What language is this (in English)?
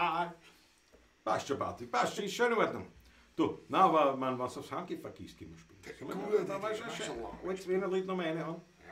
Bavarian